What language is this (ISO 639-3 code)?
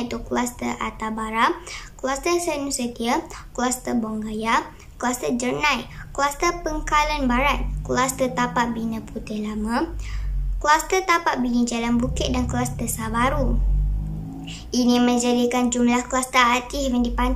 msa